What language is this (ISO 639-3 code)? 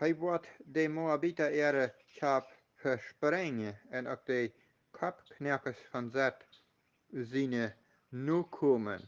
pdt